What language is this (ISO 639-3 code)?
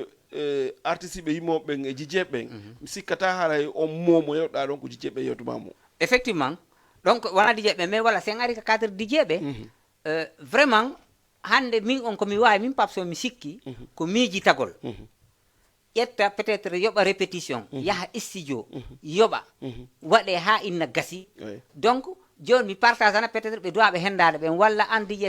ful